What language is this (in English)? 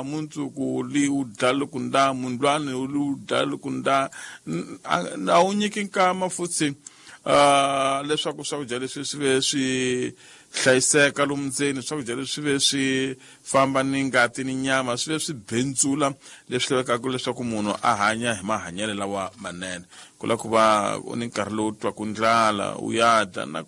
Tsonga